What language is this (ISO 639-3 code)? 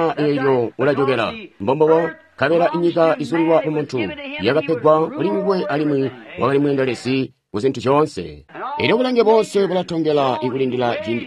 toi